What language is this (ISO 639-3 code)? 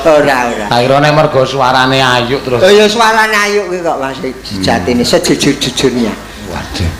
jav